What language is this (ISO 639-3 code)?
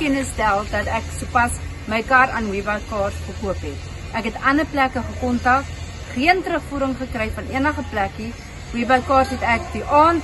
afr